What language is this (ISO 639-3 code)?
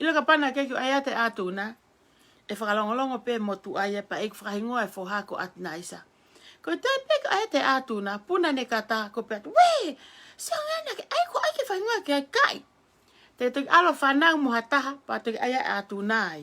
ton